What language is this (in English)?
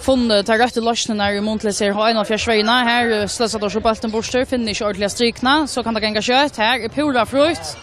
Faroese